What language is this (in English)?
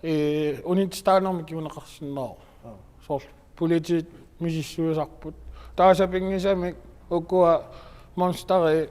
Kalaallisut